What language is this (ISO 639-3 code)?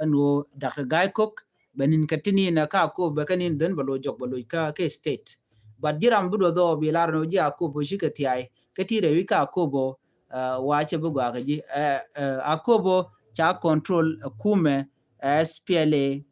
nus